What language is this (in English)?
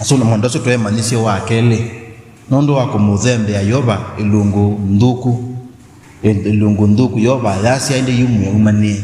Kamba